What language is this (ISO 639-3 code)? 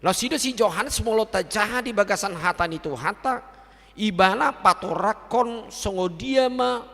bbc